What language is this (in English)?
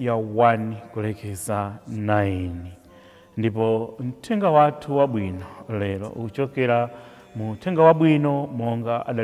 Nyanja